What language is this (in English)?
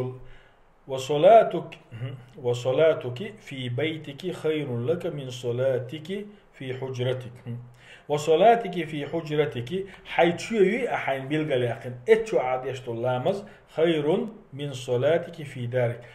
Chechen